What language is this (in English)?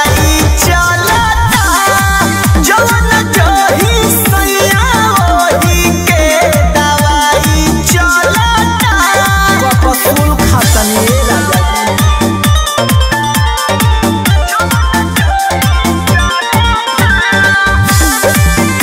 Bhojpuri